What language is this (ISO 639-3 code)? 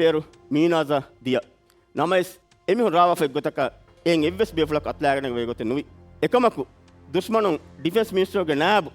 div